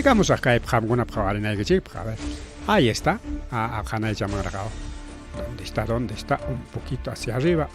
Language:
Ayacucho Quechua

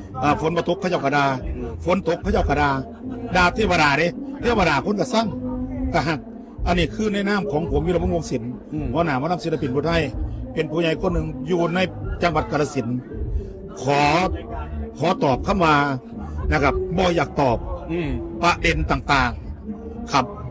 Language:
Northeastern Thai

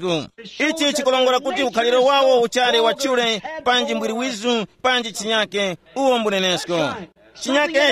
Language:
Tumbuka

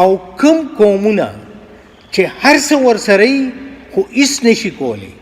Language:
Pashto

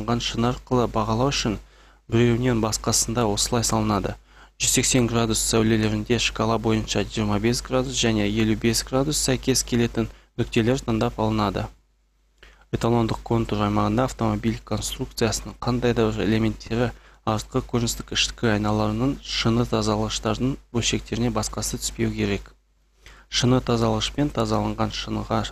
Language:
Kazakh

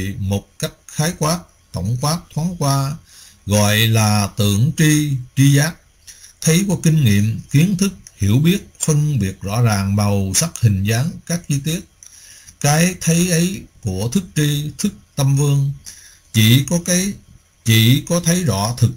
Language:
Vietnamese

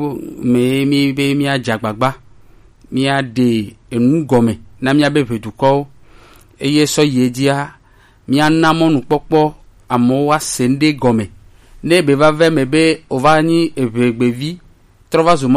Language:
Gen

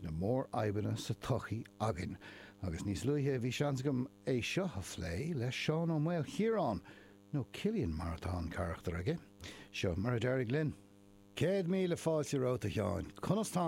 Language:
Irish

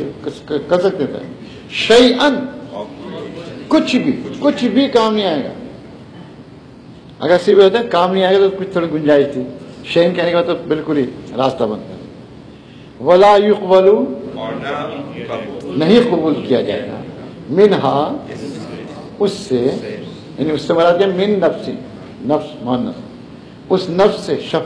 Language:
Urdu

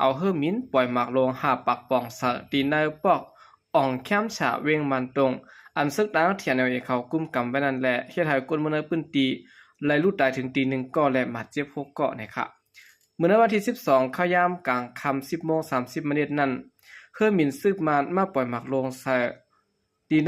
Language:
Shan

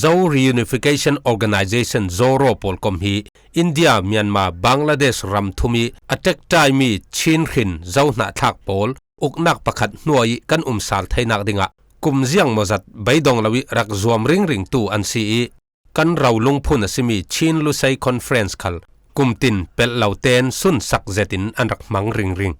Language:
Falam Chin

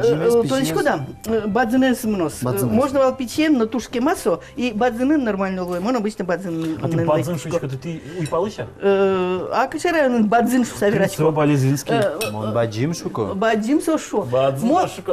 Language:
Udmurt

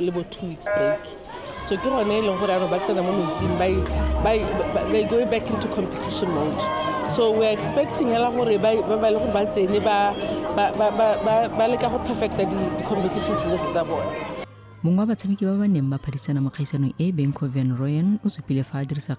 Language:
Tswana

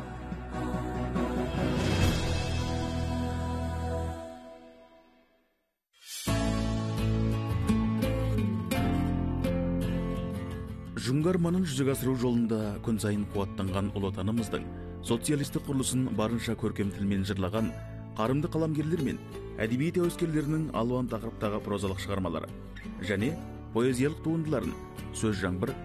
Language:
Kazakh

